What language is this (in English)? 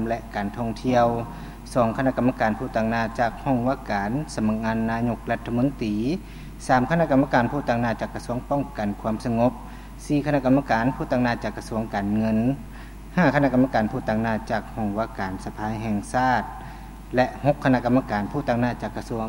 Lao